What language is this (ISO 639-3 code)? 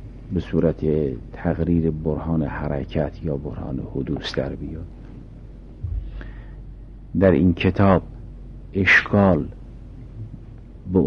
fas